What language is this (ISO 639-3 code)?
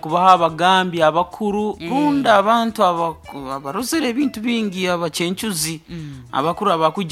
nyo